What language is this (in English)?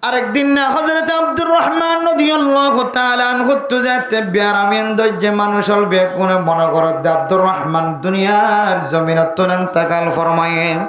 Rohingya